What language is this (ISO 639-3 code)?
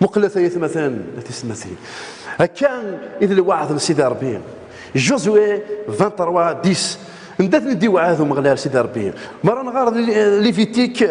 kab